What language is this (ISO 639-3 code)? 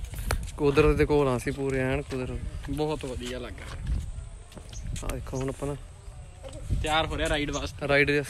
pan